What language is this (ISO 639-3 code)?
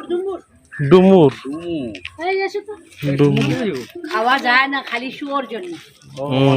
sat